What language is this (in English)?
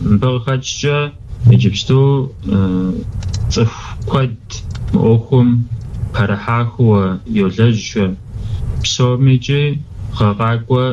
Kabardian